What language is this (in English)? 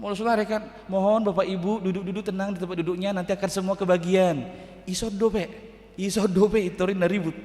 Batak Toba